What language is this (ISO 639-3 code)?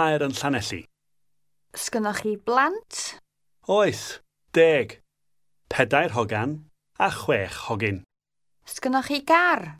cym